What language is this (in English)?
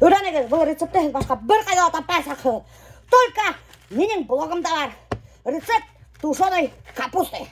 Bashkir